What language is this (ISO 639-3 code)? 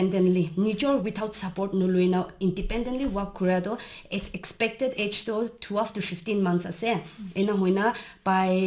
nag